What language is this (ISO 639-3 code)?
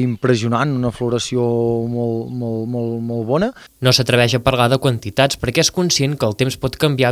cat